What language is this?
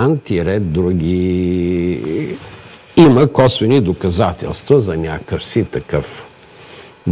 Bulgarian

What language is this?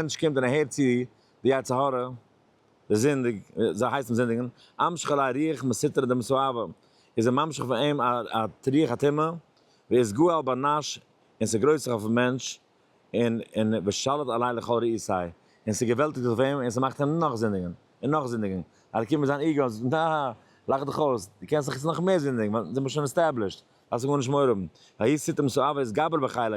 Yiddish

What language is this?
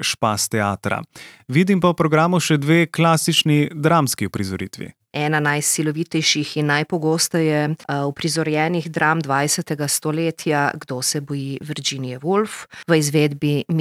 Slovenian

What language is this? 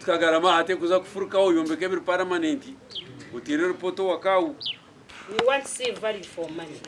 Nyankole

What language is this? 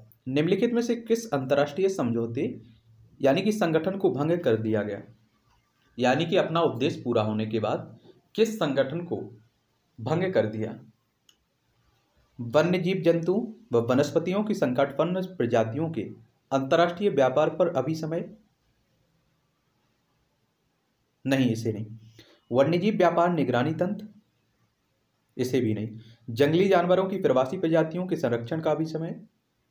Hindi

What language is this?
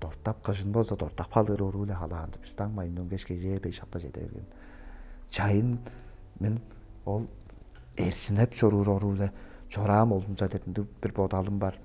Tuvinian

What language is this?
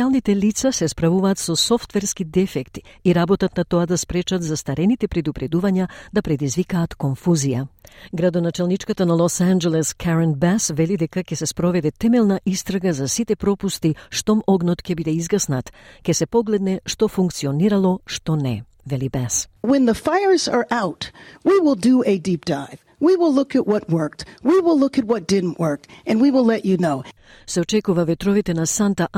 Macedonian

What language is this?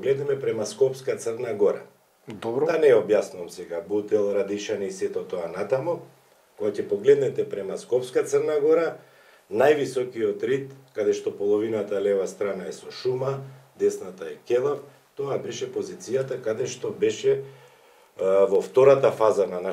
Macedonian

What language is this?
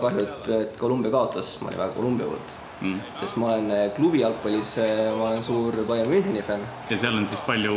Estonian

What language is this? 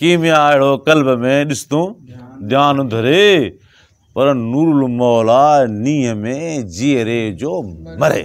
Sindhi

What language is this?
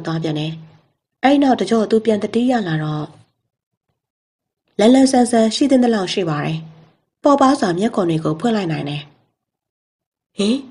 Burmese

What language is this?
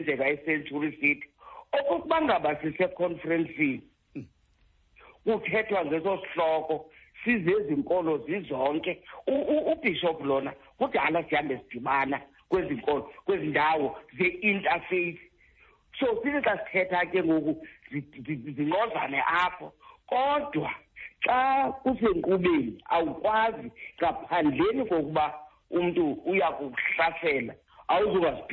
Xhosa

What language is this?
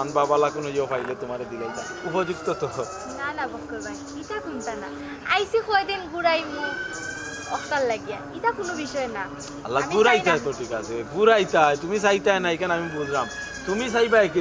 Sylheti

